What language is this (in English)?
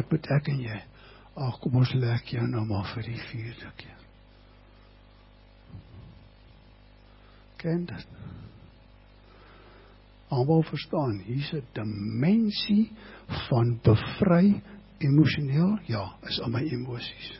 Afrikaans